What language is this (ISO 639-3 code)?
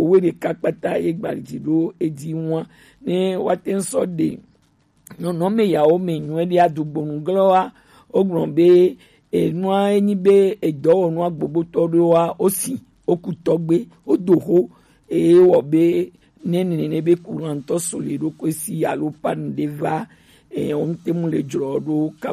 gej